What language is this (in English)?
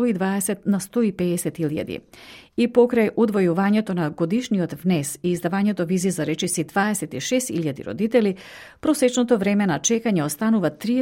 Macedonian